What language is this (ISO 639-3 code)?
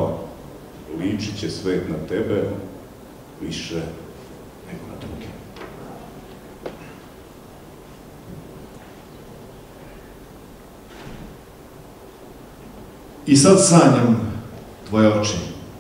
srp